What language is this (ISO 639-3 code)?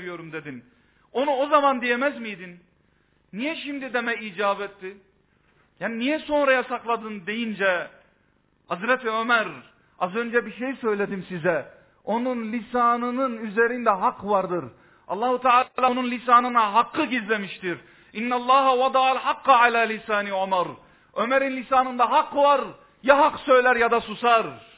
tur